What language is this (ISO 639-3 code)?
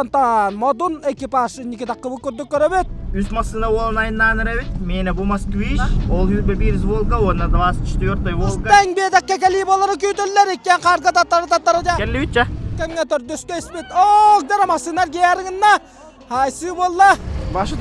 sah